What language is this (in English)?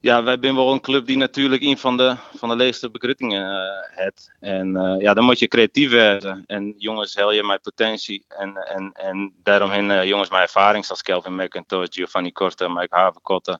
Western Frisian